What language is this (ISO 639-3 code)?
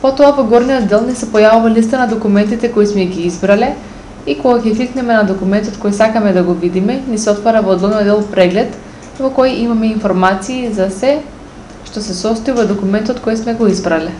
mkd